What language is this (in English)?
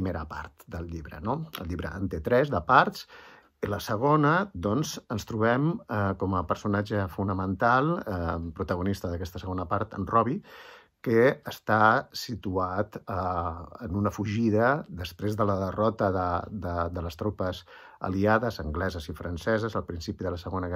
Catalan